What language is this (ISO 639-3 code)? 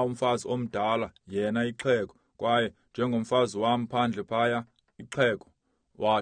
xho